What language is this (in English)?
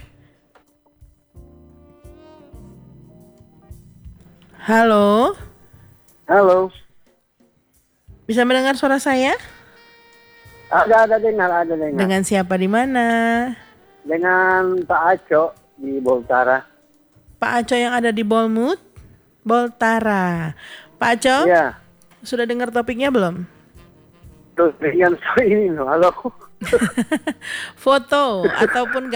Indonesian